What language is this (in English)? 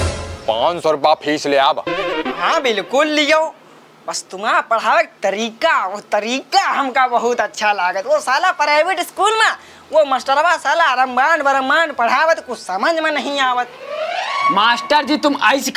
Awadhi